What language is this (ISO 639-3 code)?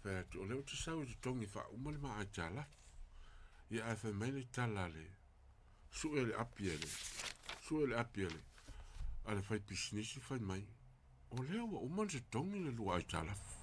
smo